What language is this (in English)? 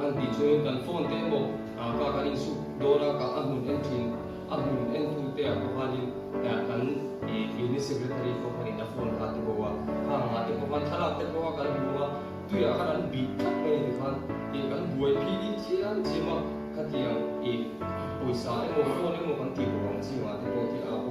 Mizo